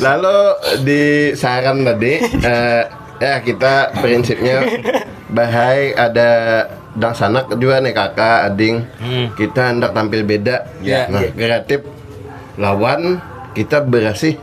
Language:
Banjar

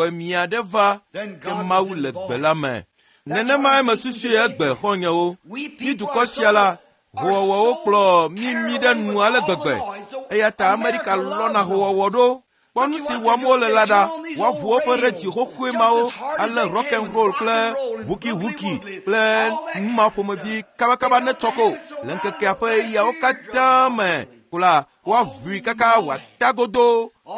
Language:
Ewe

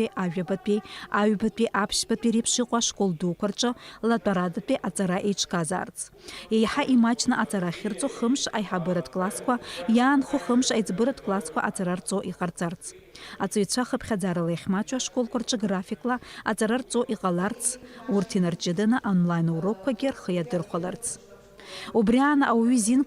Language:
Abkhazian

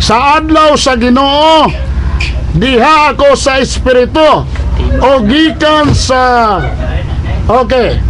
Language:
Cebuano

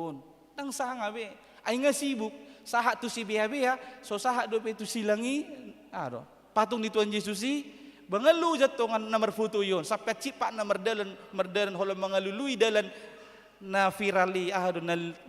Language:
Batak Toba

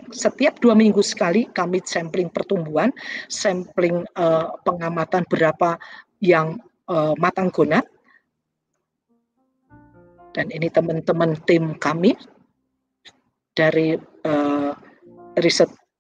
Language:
Indonesian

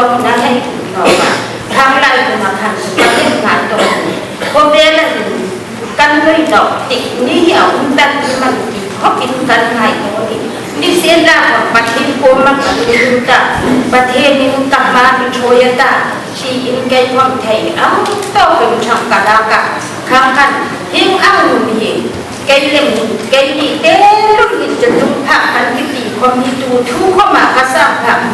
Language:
Hmar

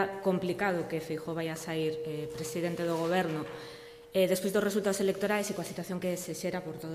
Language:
Galician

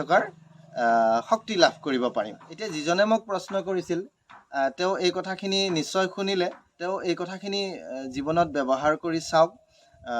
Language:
Assamese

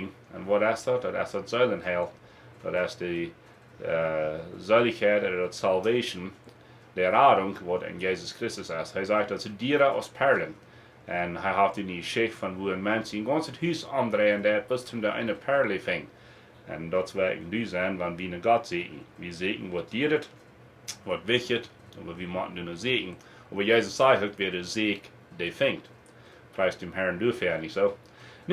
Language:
Plautdietsch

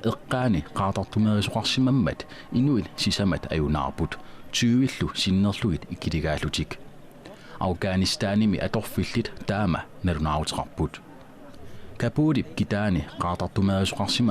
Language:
Kalaallisut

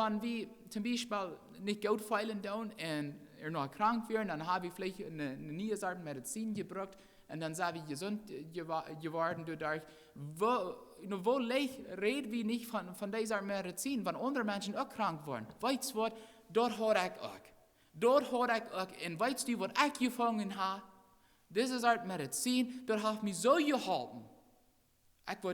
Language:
Plautdietsch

